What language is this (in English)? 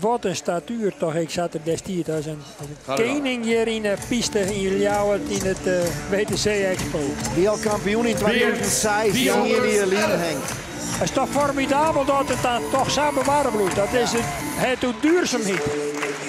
Western Frisian